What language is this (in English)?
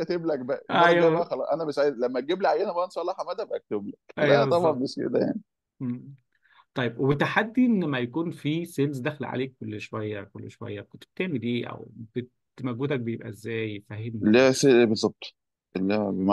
Egyptian Arabic